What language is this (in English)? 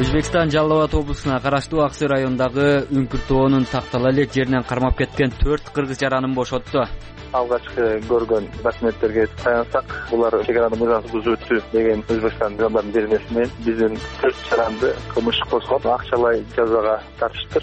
Kyrgyz